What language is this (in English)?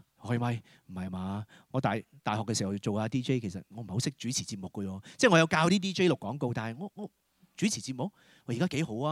Cantonese